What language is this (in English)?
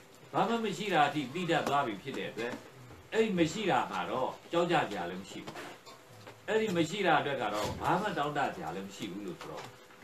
Burmese